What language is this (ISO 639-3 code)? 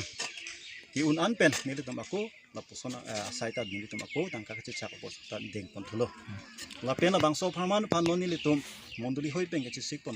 mjw